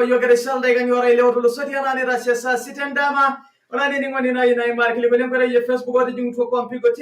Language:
Masai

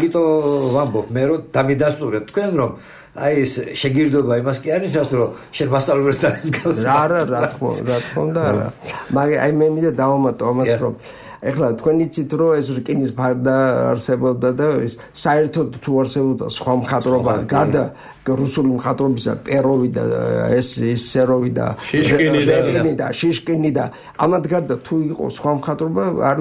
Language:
Georgian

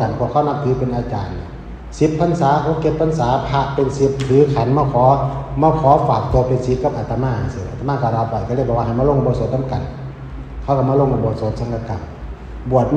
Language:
Northeastern Thai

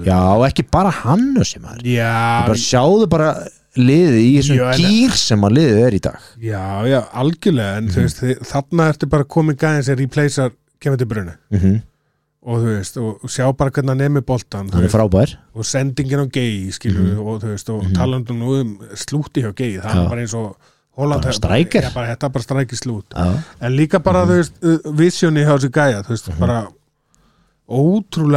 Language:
Icelandic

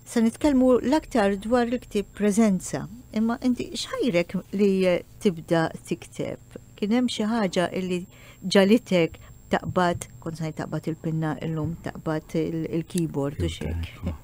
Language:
Maltese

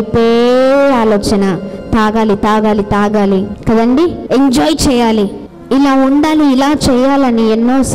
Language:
Telugu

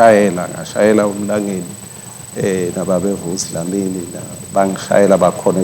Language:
Swati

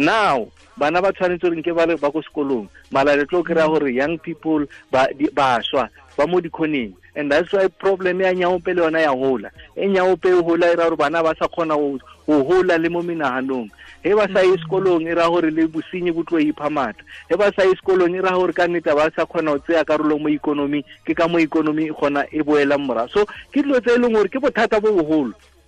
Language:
Tswana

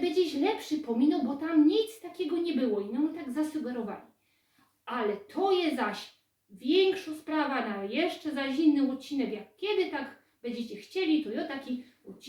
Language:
Silesian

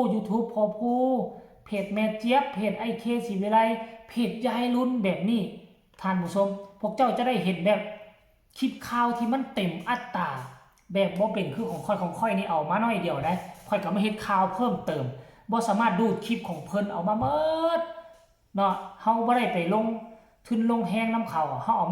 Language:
Northeastern Thai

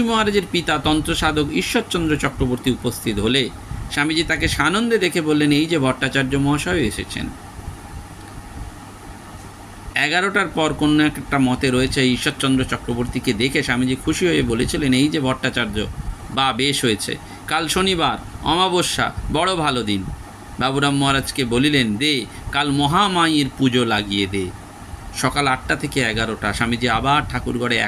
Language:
Bangla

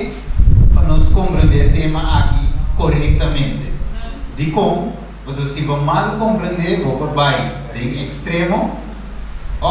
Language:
Papiamento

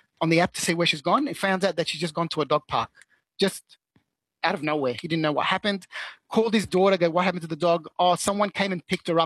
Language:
English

